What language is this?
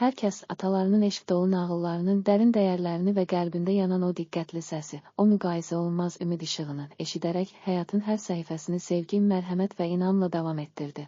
Azerbaijani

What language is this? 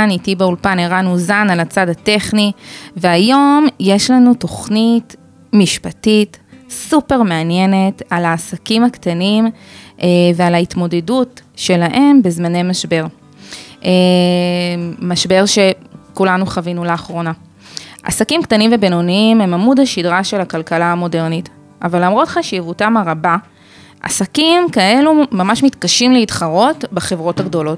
Hebrew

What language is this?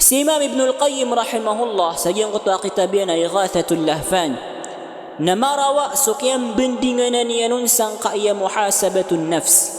Maranao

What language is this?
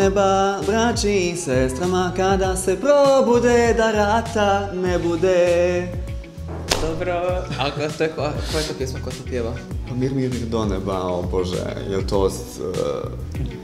Croatian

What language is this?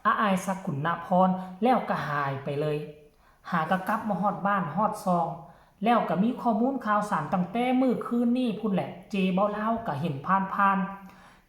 Northeastern Thai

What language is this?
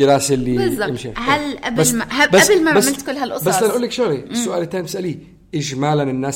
North Levantine Arabic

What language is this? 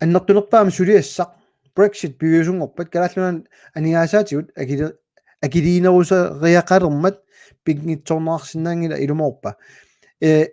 Kalaallisut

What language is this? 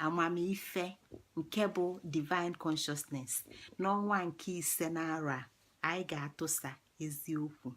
Igbo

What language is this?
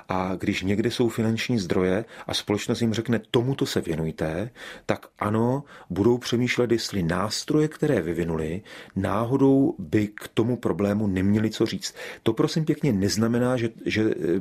Czech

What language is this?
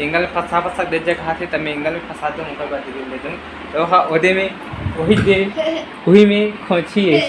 Chhattisgarhi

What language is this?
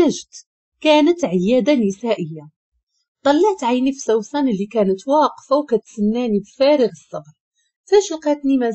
Moroccan Arabic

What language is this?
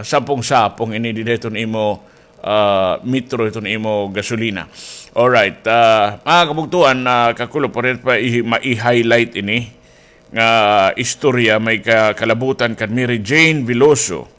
Waray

